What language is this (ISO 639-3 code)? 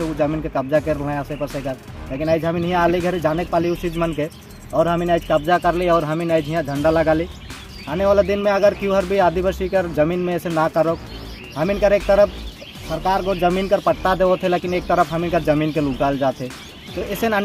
sck